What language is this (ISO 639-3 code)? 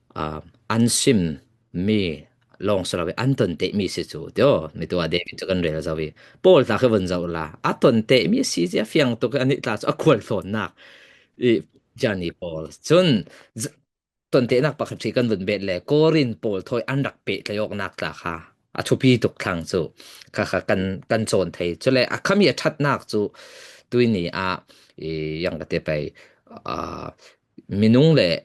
cfm